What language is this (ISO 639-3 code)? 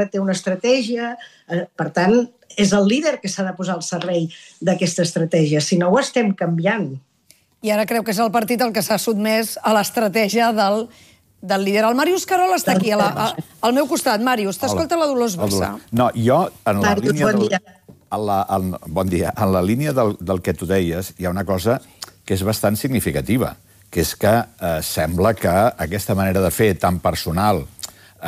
cat